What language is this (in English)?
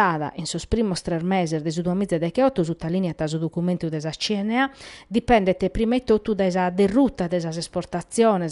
Sardinian